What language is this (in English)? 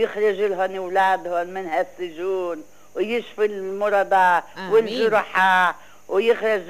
North Levantine Arabic